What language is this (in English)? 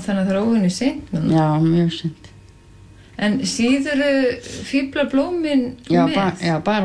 Icelandic